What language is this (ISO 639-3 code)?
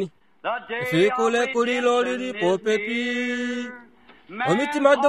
kua